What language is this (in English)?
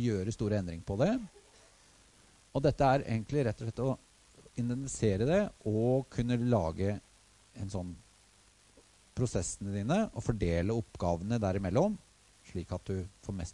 Norwegian